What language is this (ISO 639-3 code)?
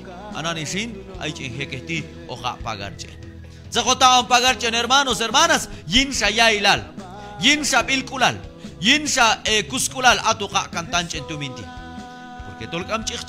kjb